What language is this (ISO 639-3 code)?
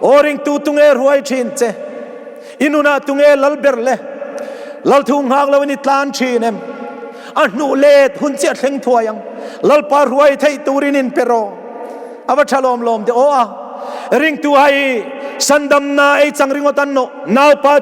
hmr